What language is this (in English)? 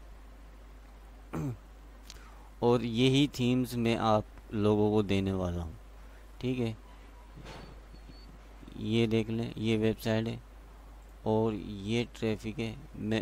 Hindi